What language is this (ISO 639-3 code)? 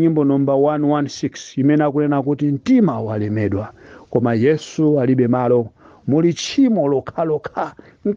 nya